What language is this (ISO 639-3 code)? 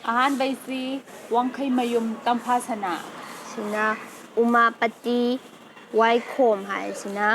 mni